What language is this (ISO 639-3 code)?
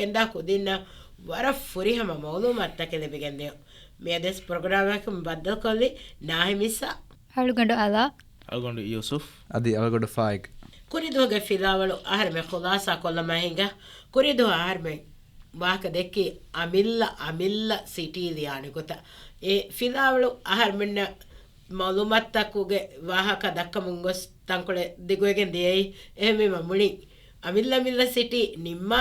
div